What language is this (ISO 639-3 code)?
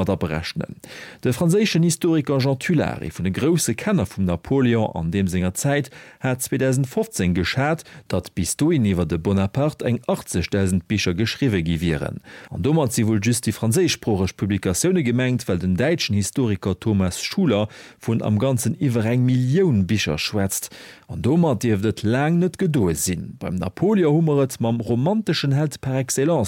ltz